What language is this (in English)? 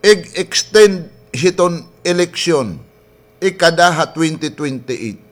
Waray